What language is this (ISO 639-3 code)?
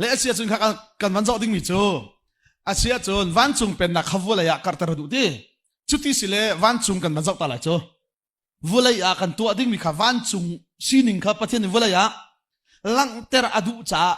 cnh